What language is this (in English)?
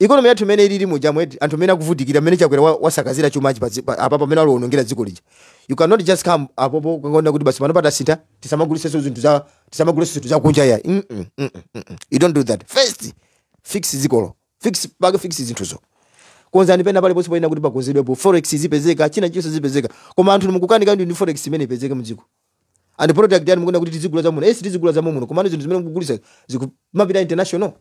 Nyanja